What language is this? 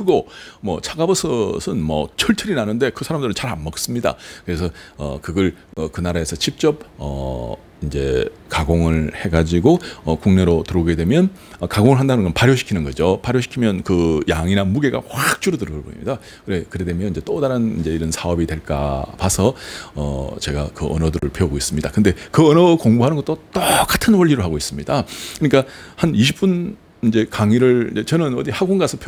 Korean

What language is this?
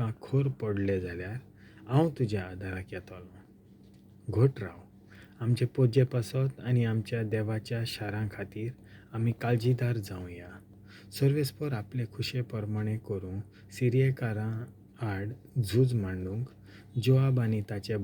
Konkani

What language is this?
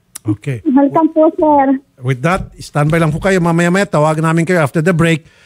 Filipino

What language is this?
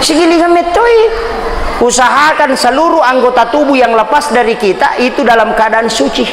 Buginese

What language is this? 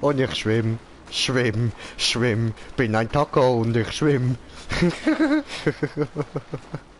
Swiss German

